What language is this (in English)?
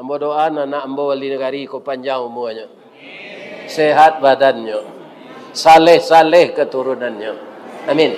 Minangkabau